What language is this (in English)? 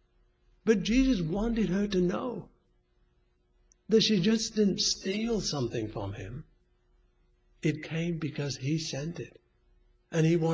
English